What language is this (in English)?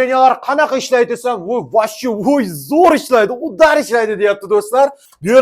Uzbek